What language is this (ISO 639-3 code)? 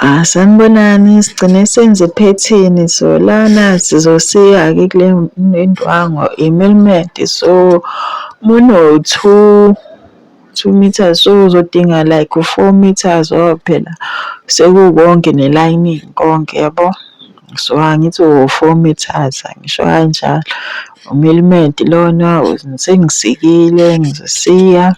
zul